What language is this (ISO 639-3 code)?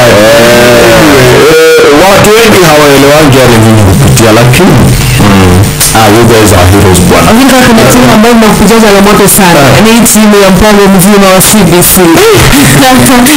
swa